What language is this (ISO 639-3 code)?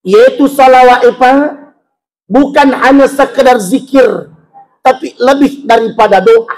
bug